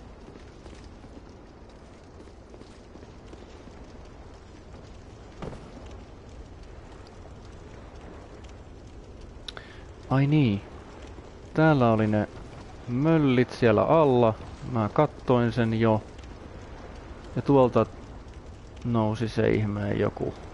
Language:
Finnish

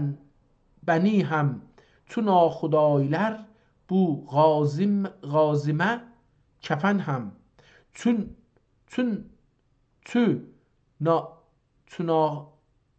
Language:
South Azerbaijani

